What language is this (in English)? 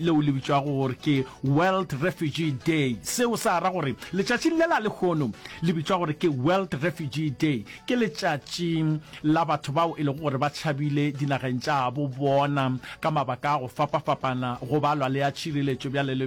Northern Sotho